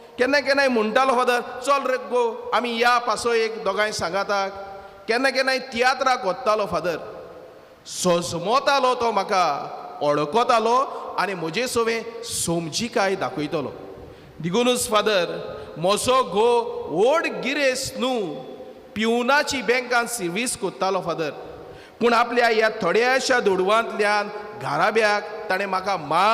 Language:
Konkani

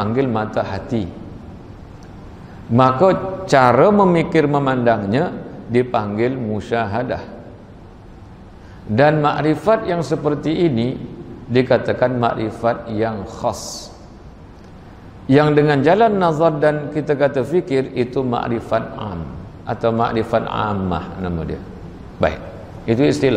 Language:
Malay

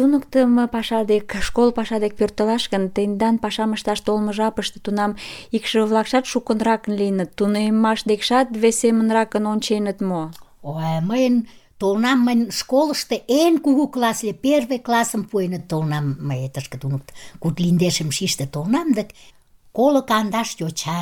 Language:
Mari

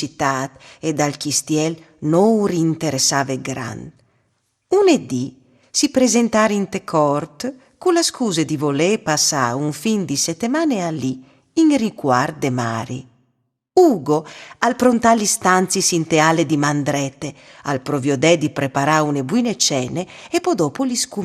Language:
Friulian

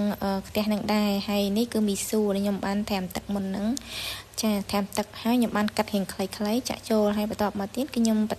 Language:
Khmer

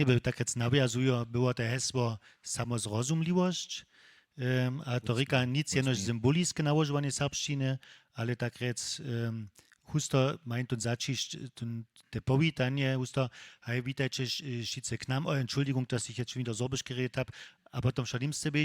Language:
Upper Sorbian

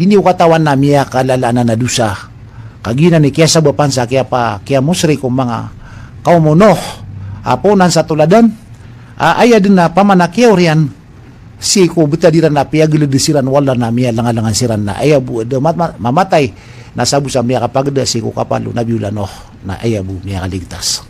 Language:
Maranao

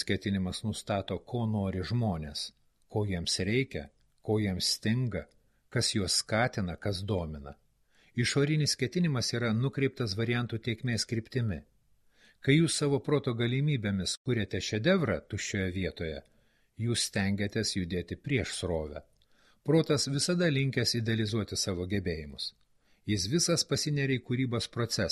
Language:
Lithuanian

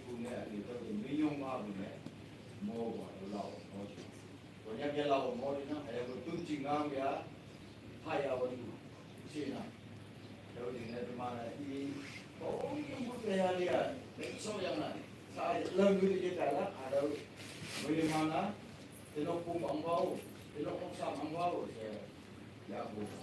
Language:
Naga Pidgin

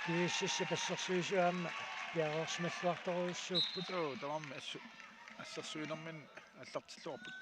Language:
Kalaallisut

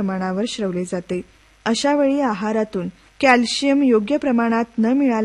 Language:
Marathi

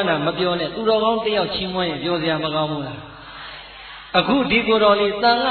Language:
Burmese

